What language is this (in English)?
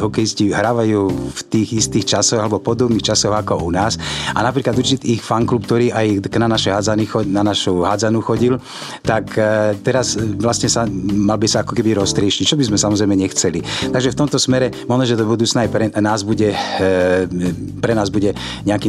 Slovak